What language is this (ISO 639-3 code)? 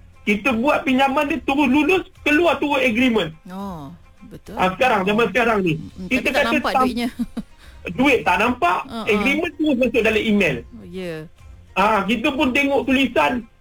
msa